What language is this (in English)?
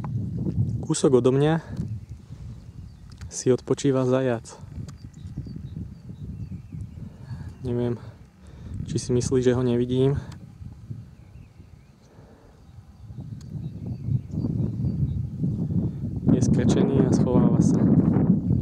Slovak